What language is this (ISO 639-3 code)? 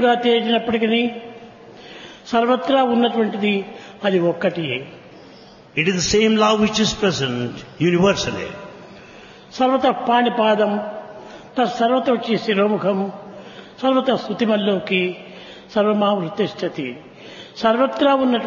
tel